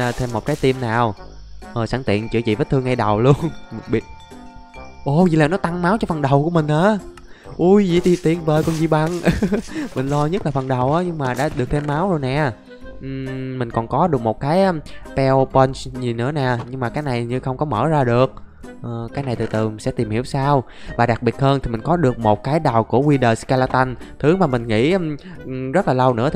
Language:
Vietnamese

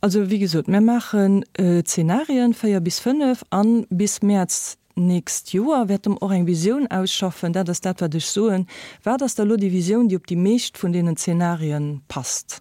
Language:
Luxembourgish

